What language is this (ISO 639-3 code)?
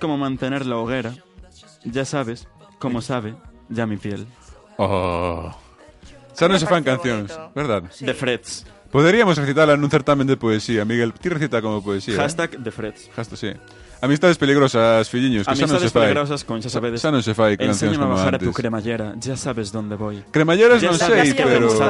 glg